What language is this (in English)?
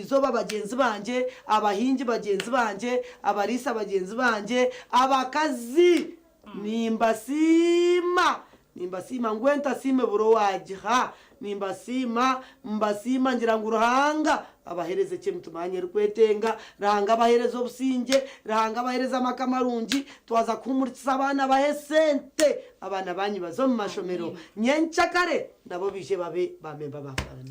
Nyankole